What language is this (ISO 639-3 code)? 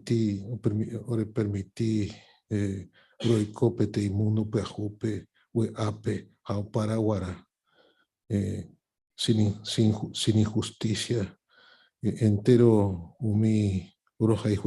grn